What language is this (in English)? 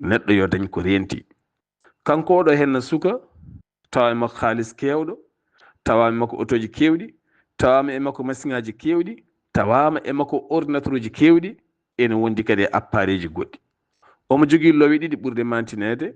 Fula